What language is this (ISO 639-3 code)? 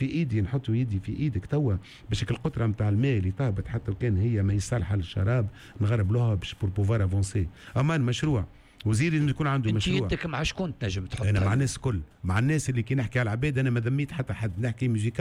aeb